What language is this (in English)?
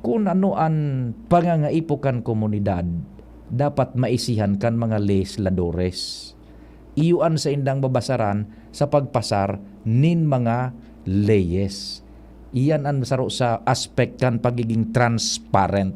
Bikol